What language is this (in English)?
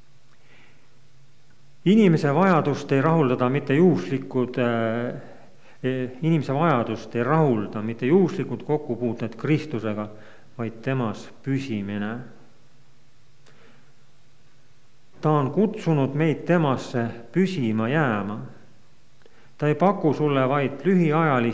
Estonian